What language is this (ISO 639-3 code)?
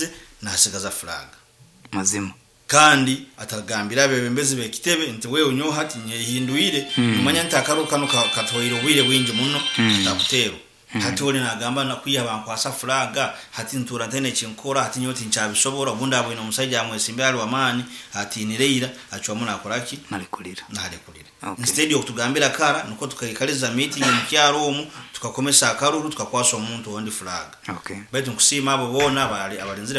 nyo